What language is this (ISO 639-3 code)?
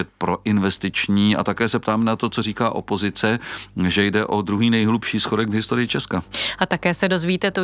ces